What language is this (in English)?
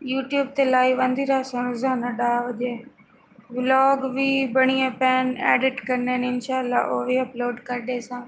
Saraiki